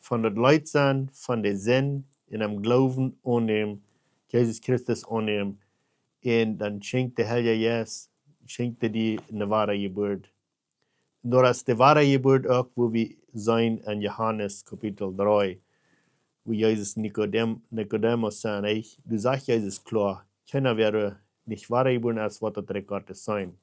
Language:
Plautdietsch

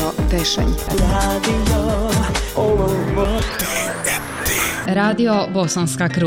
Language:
Bosnian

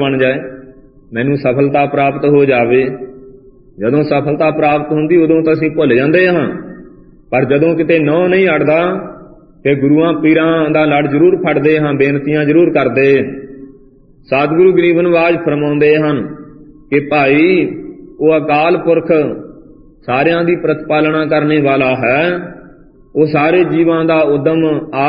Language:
Punjabi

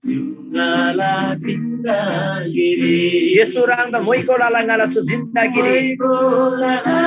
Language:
Eastern Tamang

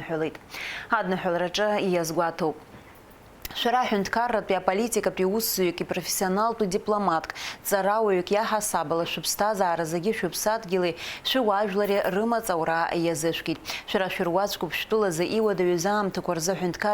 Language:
Abkhazian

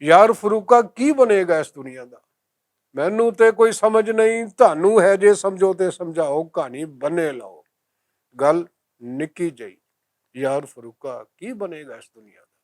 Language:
Western Panjabi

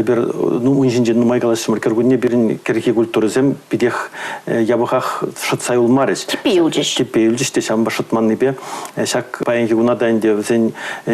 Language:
Chuvash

